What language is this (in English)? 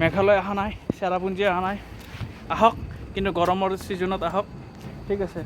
Assamese